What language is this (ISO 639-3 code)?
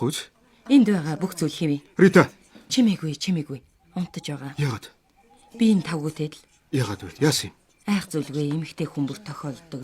mon